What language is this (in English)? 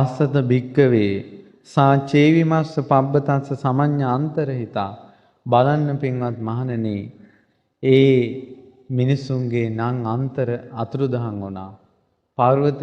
Sinhala